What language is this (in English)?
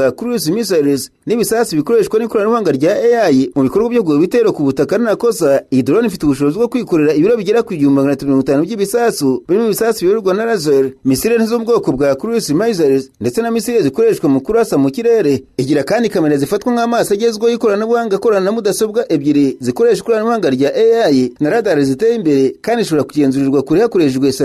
Kinyarwanda